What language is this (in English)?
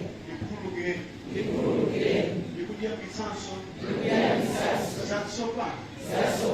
Nyanja